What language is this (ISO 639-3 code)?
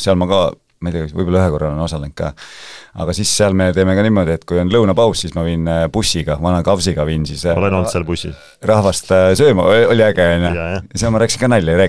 est